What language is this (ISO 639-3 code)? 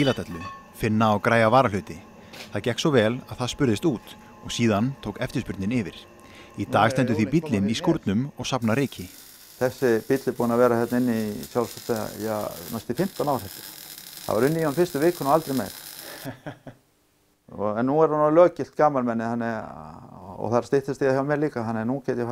isl